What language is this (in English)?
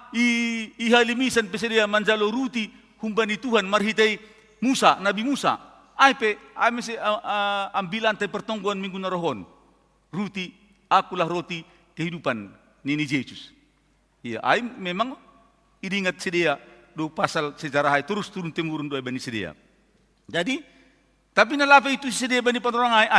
Batak Simalungun